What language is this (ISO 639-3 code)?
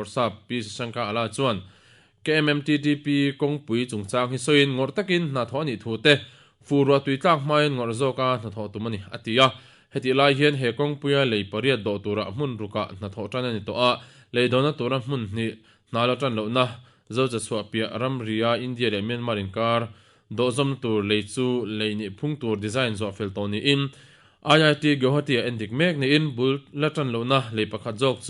lus